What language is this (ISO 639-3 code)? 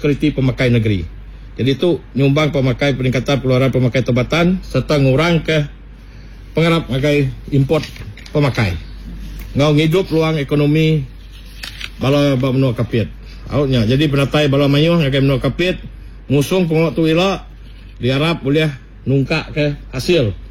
iba